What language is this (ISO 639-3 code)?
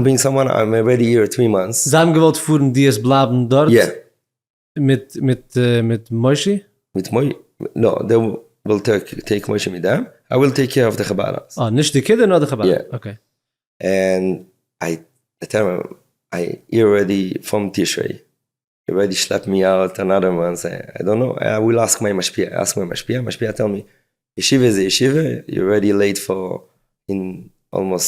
yid